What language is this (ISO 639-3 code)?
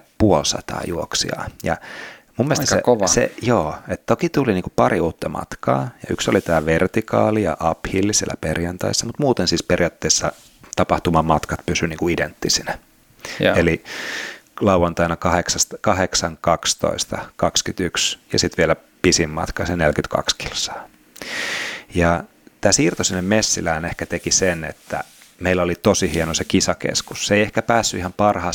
fin